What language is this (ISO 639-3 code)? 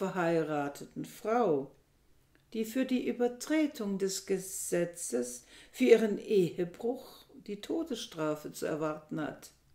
deu